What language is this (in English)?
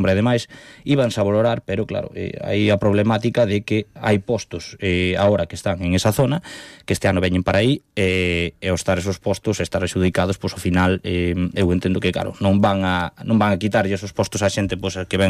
Galician